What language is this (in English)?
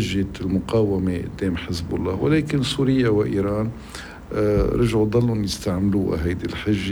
North Levantine Arabic